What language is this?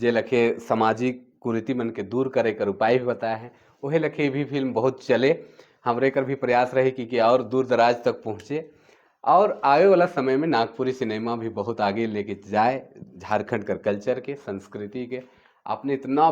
Sadri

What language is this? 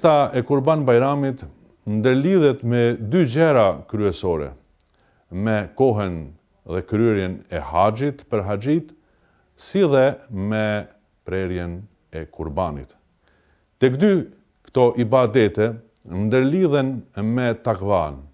Albanian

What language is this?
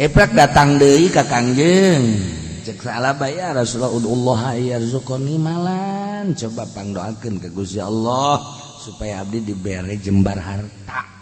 Sundanese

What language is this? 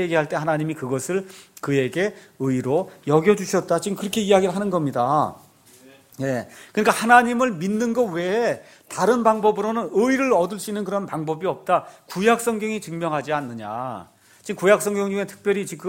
Korean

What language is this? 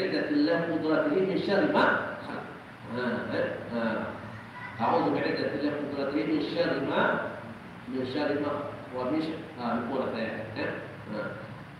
Malay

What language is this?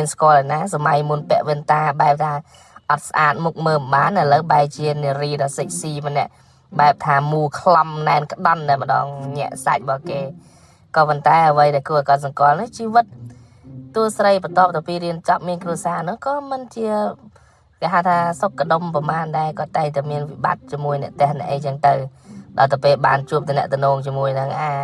Khmer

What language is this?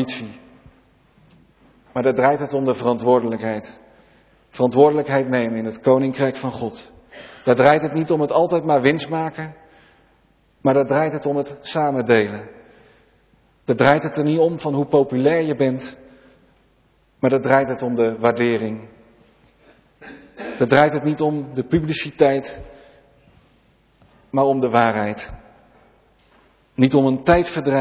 Dutch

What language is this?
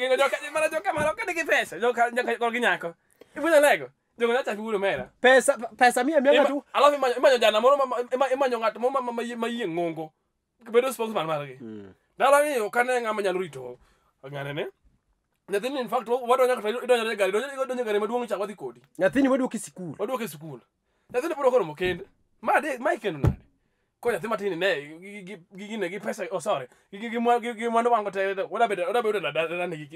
Luo (Kenya and Tanzania)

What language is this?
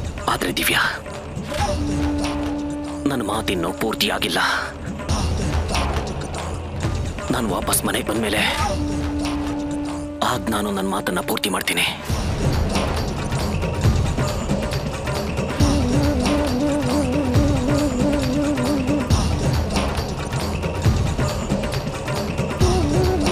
Kannada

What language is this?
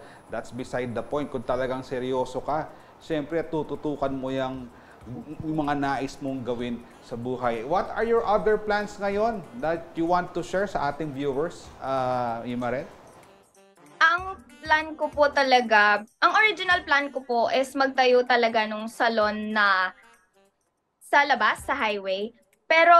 Filipino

